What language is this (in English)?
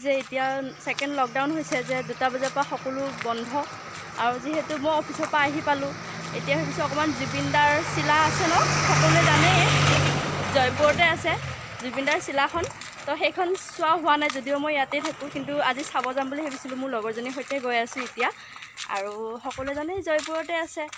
Assamese